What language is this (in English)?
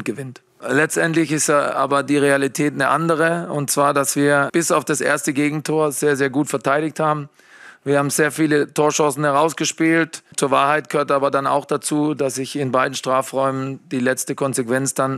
German